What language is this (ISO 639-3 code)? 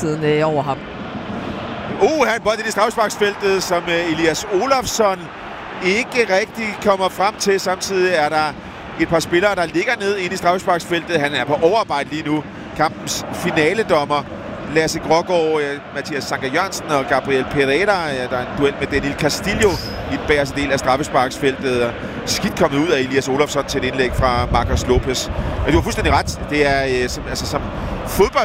dan